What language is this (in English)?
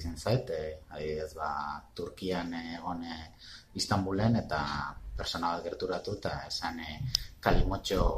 Basque